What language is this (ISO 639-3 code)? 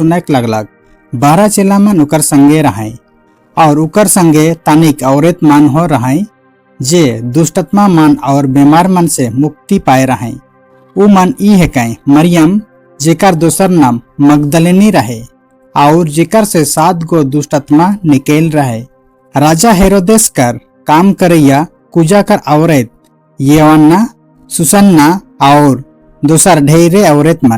sck